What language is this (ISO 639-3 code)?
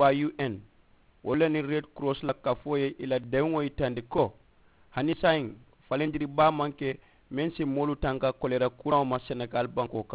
man